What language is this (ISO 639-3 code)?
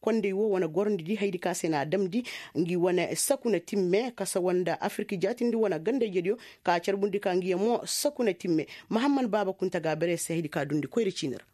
ses